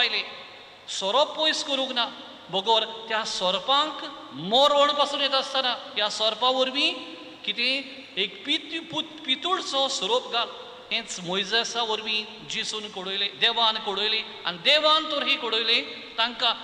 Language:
Konkani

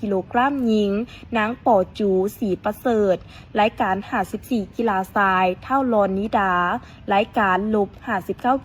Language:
Lao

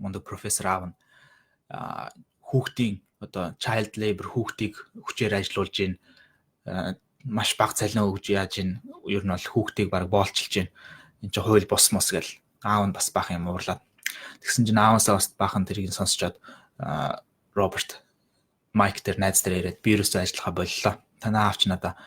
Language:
Mongolian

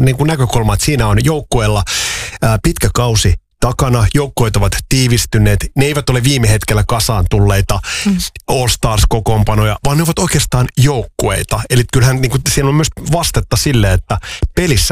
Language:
Finnish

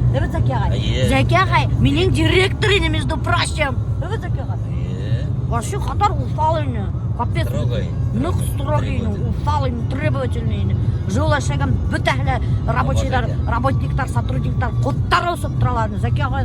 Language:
Bashkir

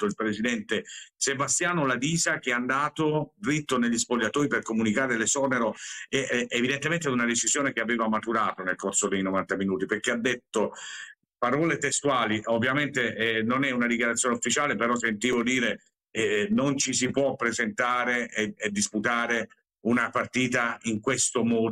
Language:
Italian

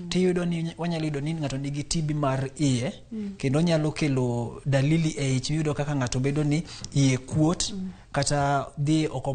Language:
Luo (Kenya and Tanzania)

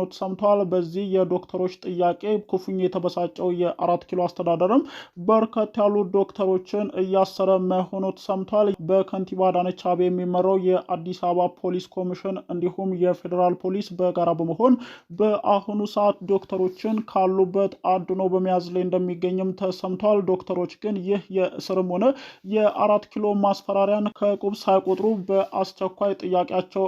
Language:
Amharic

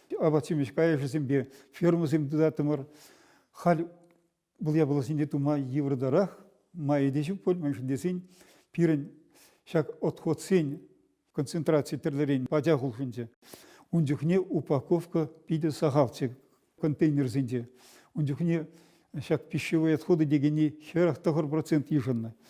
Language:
Chuvash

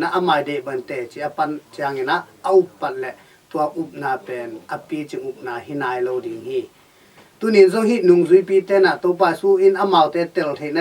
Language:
Tedim Chin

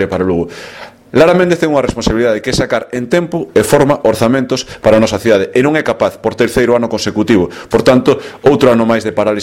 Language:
Galician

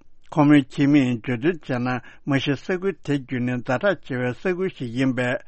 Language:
Tibetan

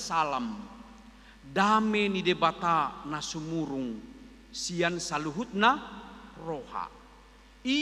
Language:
Batak Toba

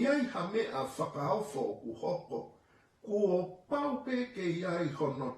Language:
Tongan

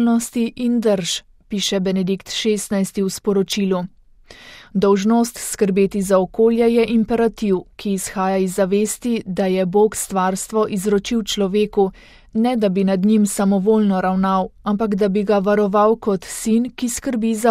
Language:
Slovenian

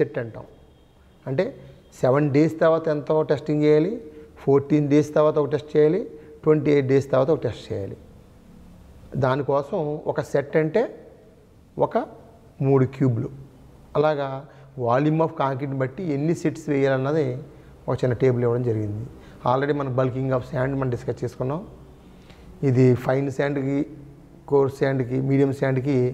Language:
Telugu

